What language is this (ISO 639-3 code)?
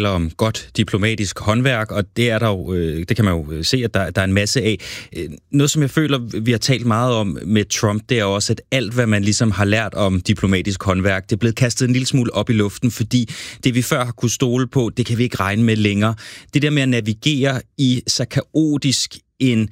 dan